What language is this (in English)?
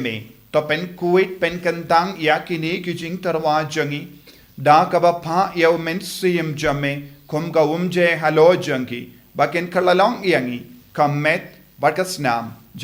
Khasi